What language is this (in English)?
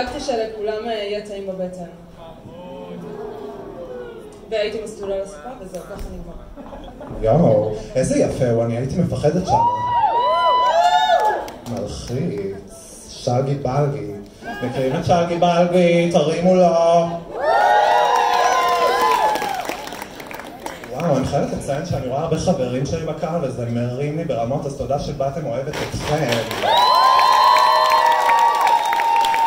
Hebrew